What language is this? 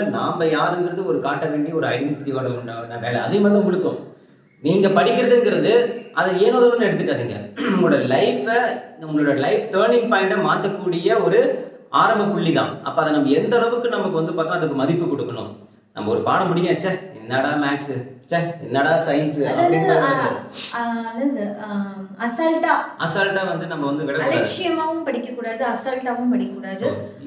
Tamil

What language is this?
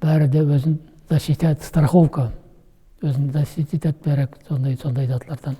Nogai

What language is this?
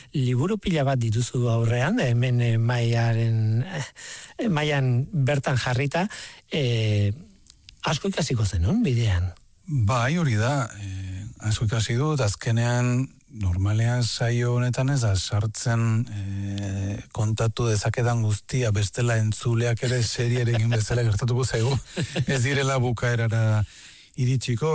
Basque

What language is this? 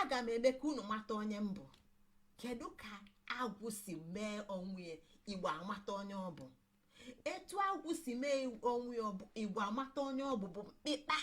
Igbo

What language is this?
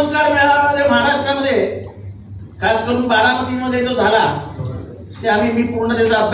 Marathi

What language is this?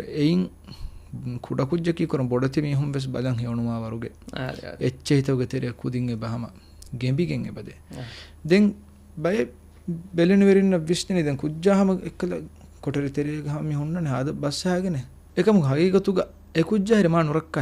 Divehi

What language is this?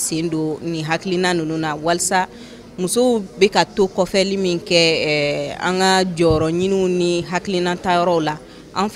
Bambara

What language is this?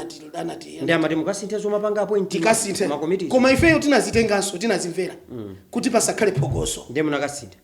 Nyanja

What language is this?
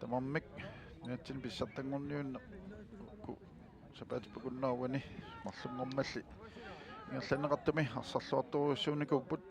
Kalaallisut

